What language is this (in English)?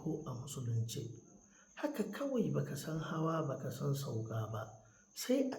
Hausa